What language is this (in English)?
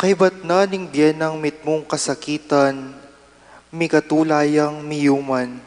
Pampanga